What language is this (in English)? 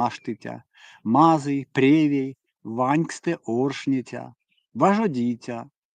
Erzya